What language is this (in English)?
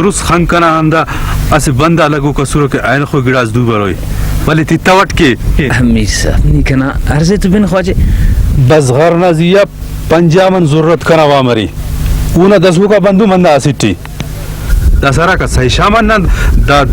Brahui